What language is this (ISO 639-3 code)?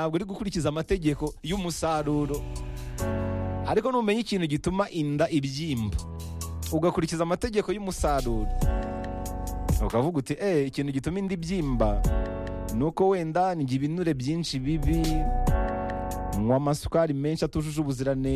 kin